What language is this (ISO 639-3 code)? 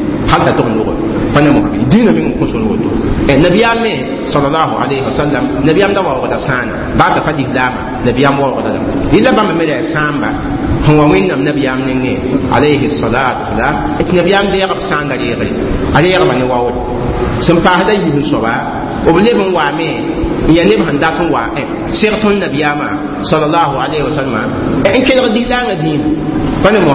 mos